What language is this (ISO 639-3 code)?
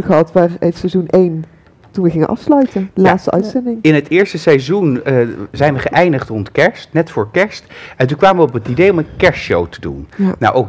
nld